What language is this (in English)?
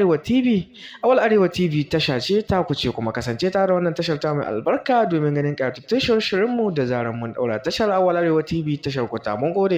Hausa